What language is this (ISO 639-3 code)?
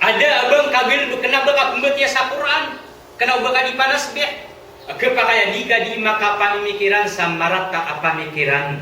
mrw